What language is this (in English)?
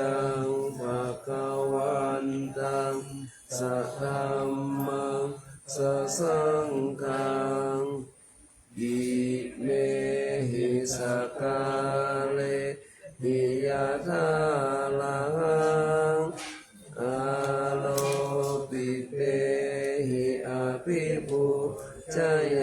Pali